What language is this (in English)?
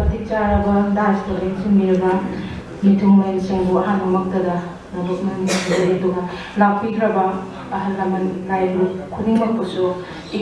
Manipuri